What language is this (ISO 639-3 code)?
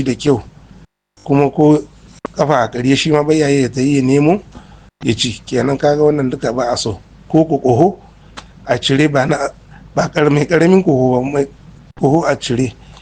hau